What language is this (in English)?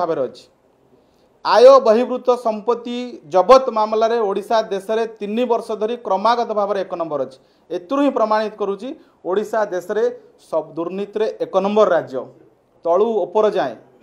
Odia